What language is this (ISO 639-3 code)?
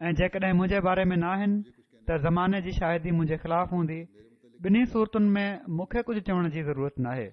snd